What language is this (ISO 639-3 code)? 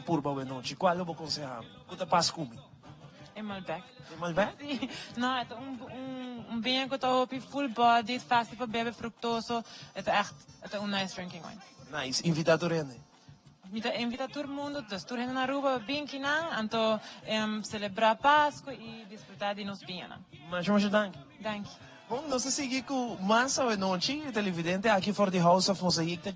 pap